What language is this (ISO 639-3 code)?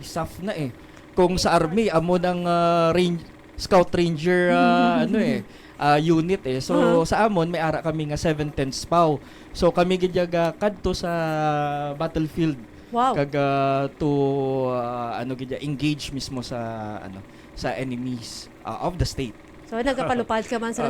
hil